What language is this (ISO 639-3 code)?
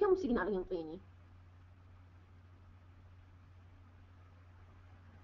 acm